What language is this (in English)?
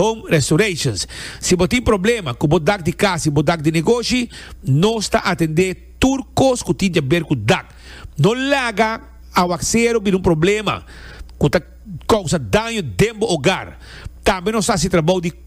Papiamento